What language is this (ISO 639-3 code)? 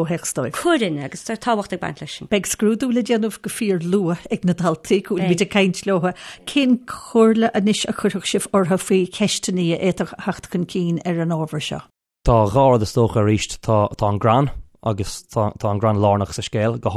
gle